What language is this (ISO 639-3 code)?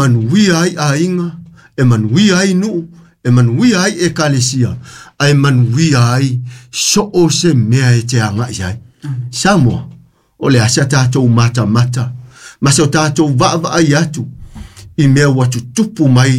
smo